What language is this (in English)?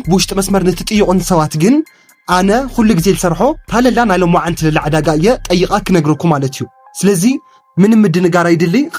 Tigrinya